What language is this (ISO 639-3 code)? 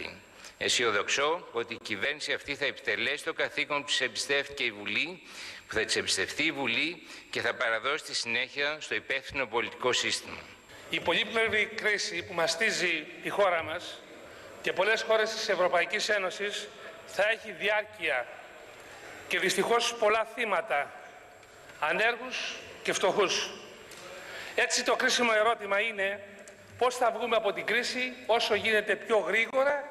ell